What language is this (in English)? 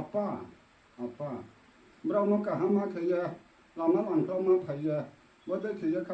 Riang (India)